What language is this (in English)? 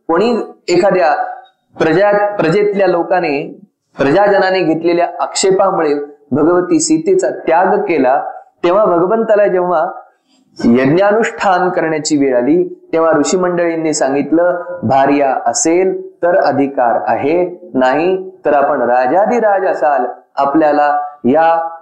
Marathi